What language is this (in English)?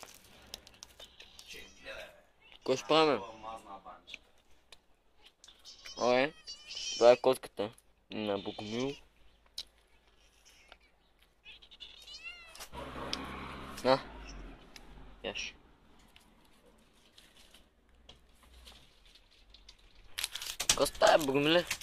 Bulgarian